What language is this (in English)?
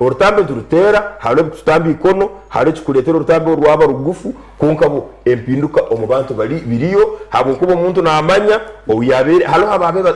Nyankole